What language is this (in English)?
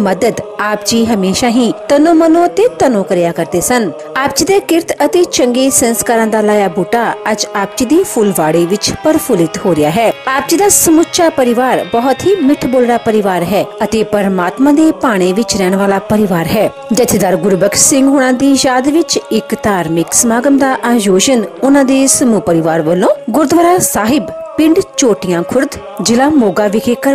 Punjabi